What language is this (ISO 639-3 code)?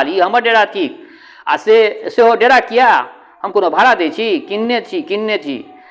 mai